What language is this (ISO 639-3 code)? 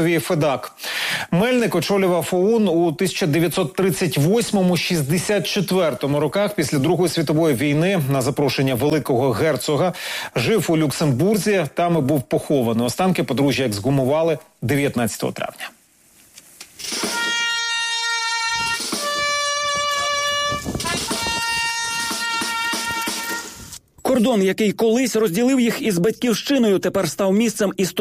ukr